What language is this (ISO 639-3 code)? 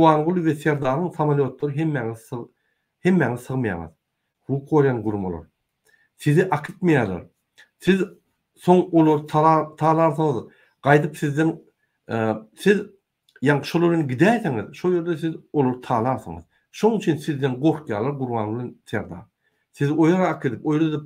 tuk